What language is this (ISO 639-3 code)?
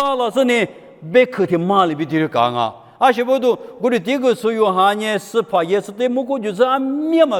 lis